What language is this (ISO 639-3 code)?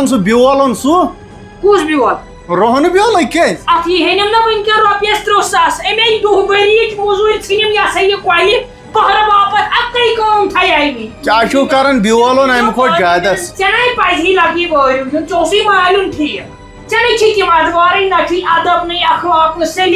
kas